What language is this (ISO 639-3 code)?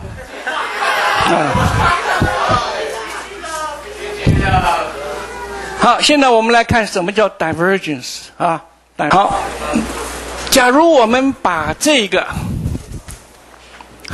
zho